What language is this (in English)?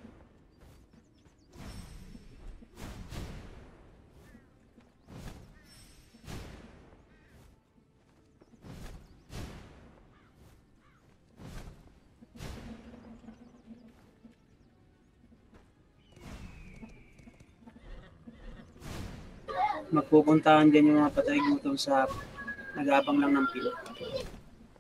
Filipino